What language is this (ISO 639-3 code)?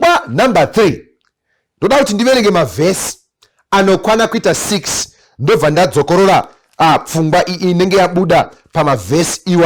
sna